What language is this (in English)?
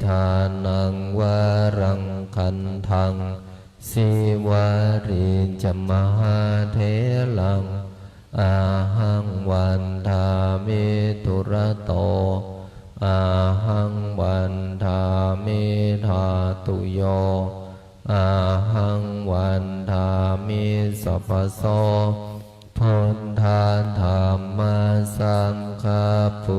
Pali